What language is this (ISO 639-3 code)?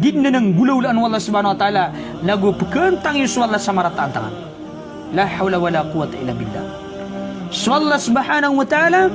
mrw